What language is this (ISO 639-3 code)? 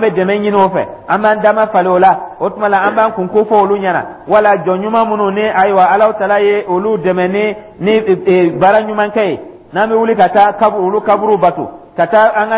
dyu